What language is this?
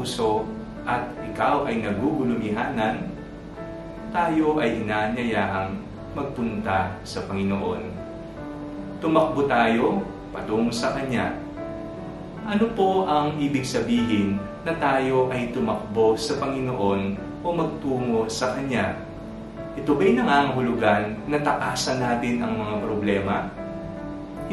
Filipino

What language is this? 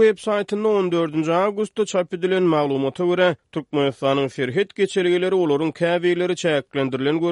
Turkmen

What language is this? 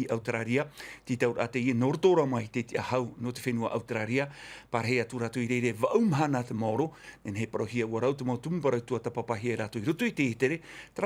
Tahitian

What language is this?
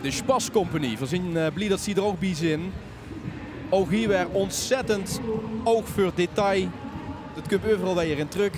Limburgish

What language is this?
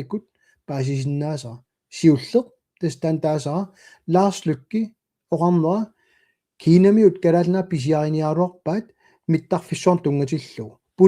Kalaallisut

